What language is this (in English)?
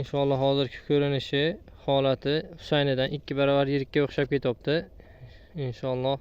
Uzbek